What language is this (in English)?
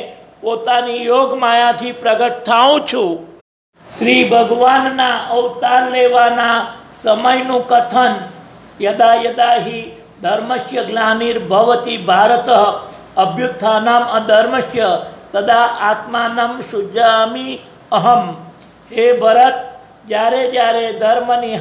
Gujarati